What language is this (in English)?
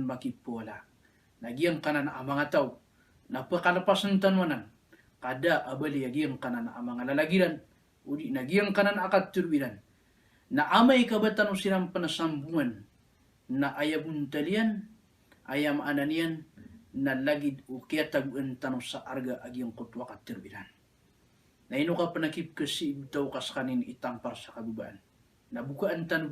Maranao